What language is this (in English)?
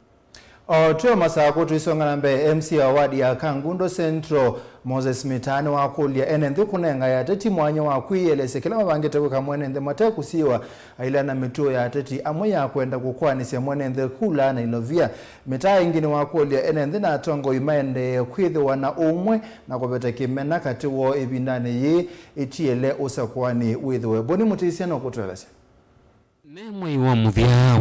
Kamba